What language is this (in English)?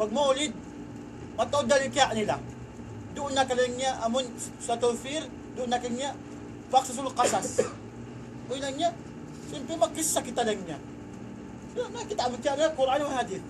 Tausug